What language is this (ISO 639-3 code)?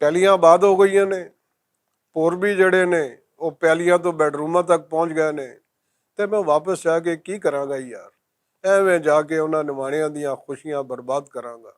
lah